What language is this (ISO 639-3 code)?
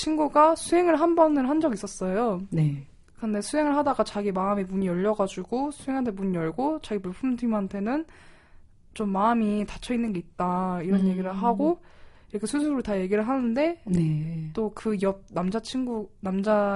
kor